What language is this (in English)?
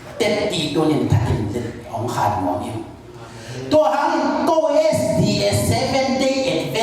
Tedim Chin